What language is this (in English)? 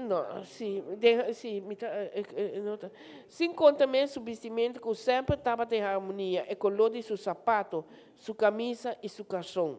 Papiamento